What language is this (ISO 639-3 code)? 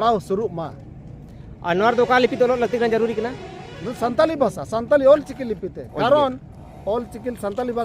sat